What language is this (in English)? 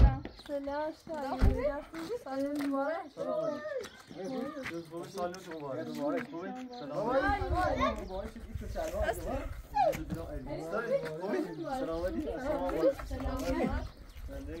Persian